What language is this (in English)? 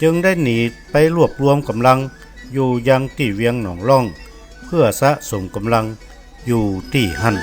Northern Thai